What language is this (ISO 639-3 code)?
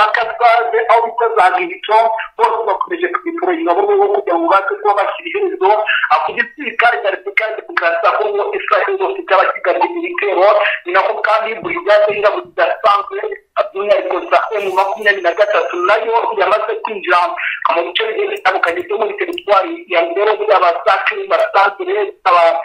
kin